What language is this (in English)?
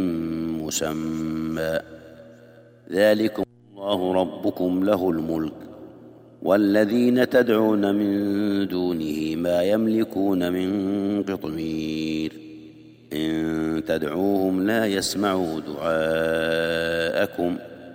Arabic